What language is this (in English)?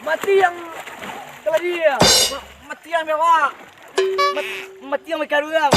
Minangkabau